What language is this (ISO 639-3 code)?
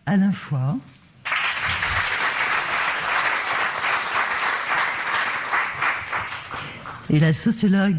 fra